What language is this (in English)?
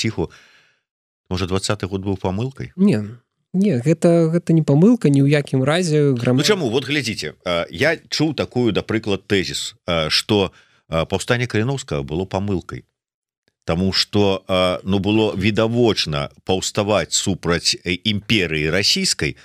Belarusian